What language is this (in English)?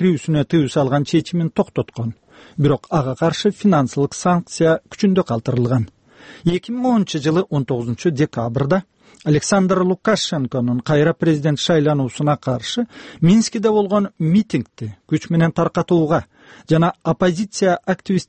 Kyrgyz